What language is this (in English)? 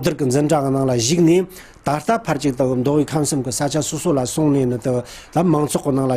Tibetan